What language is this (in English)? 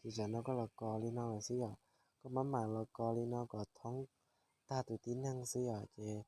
Hmong